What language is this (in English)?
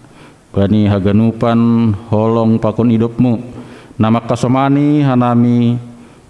Batak Simalungun